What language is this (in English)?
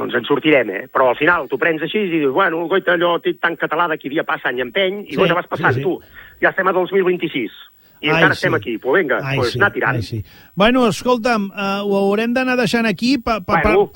Catalan